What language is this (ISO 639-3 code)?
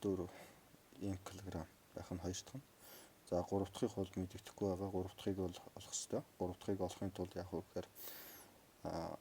mon